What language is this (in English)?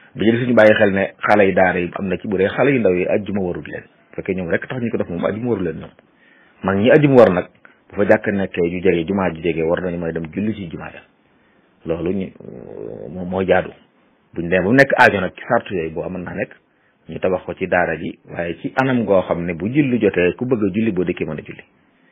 Wolof